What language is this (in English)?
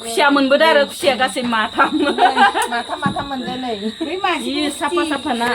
Bodo